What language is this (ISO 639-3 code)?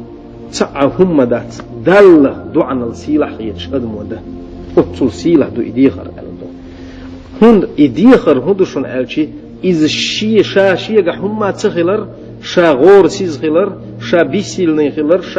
che